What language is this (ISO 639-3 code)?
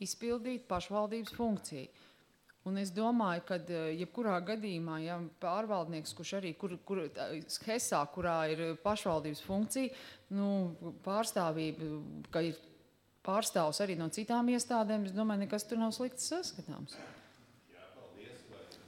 lav